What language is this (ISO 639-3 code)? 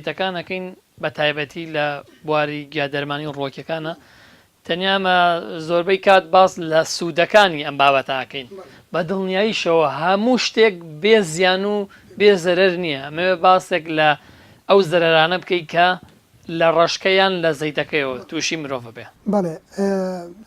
ckb